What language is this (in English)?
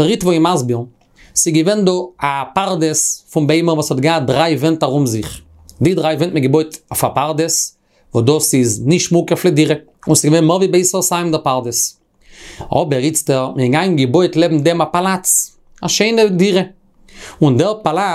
Yiddish